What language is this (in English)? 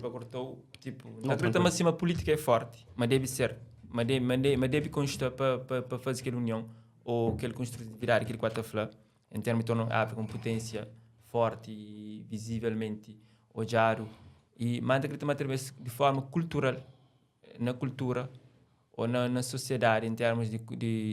Kabuverdianu